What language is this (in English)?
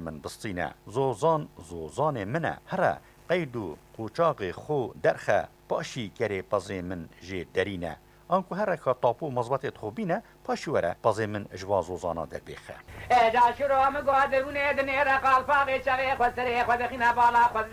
Kurdish